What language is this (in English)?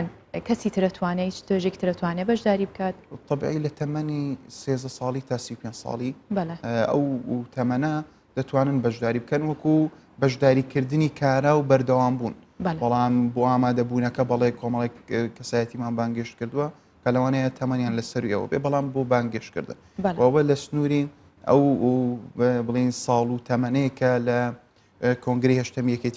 Central Kurdish